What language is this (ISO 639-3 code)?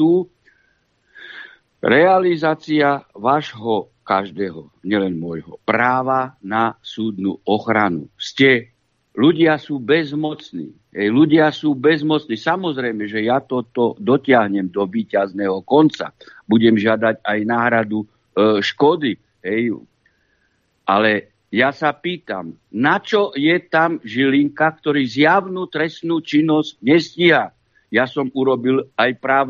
slk